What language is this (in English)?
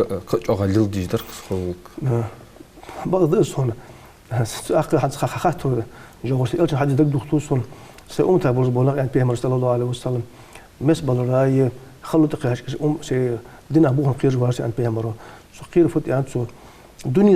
Ingush